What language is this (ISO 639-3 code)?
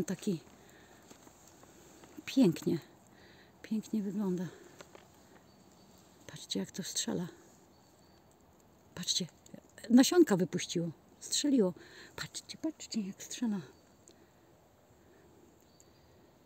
pol